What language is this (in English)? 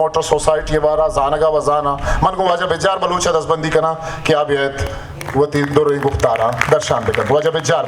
Baluchi